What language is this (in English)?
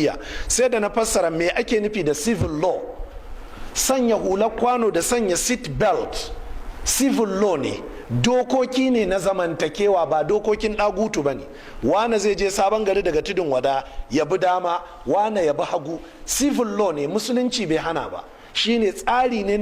Hausa